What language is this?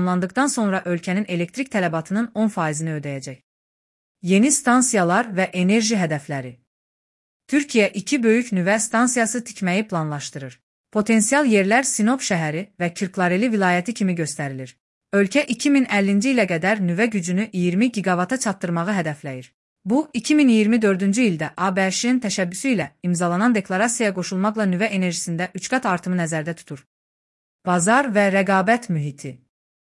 Azerbaijani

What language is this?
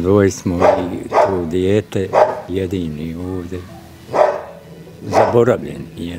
Bosnian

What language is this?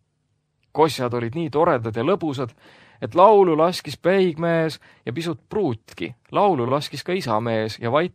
Estonian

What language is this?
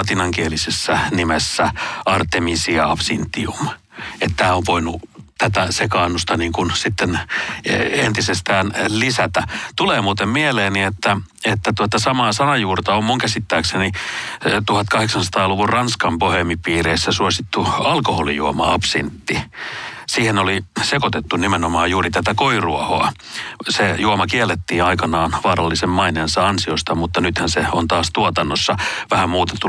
Finnish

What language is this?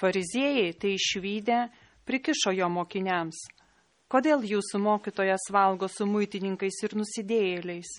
Lithuanian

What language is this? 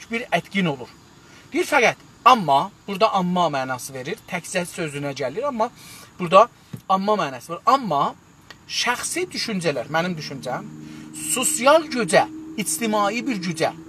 South Azerbaijani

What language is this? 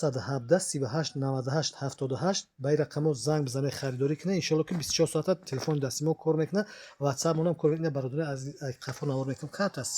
Tajik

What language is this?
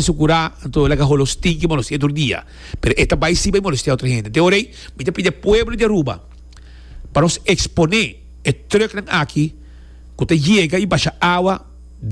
Papiamento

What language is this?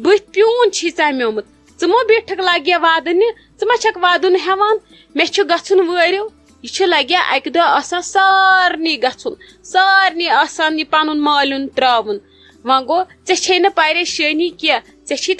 Kashmiri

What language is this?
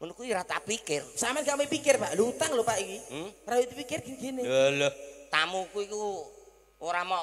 Javanese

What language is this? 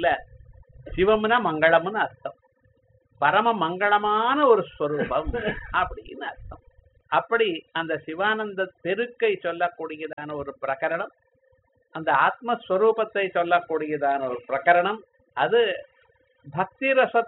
Tamil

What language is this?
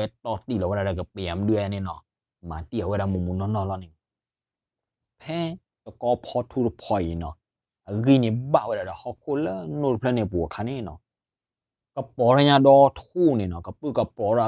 S'gaw Karen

